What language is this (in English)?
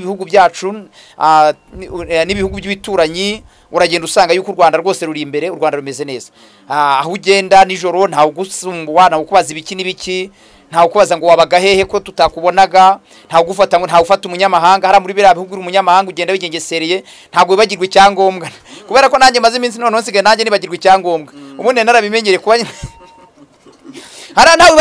Kinyarwanda